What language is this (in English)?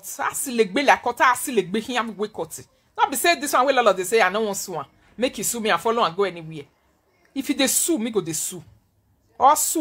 Nigerian Pidgin